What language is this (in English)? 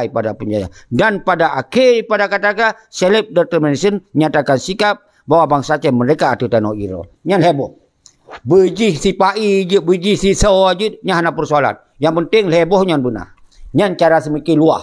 Achinese